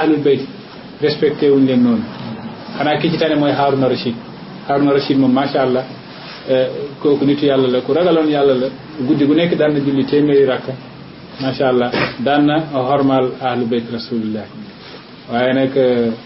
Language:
Wolof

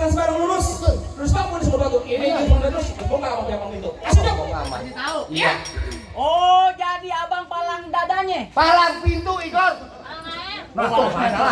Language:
Betawi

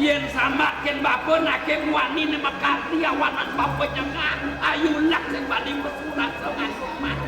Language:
Balinese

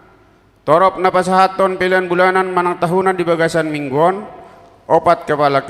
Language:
Batak Toba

